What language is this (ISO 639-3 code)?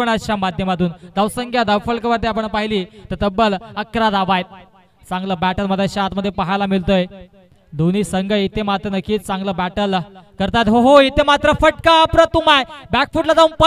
mar